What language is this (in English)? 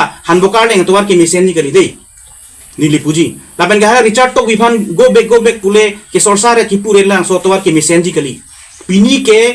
Karbi